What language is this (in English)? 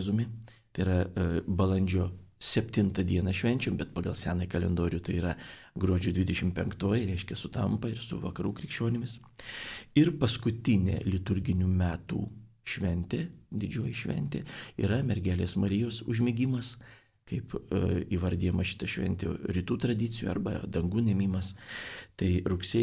Lithuanian